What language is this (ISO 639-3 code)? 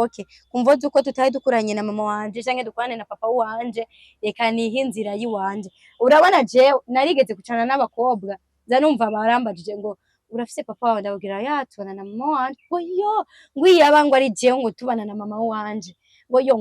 run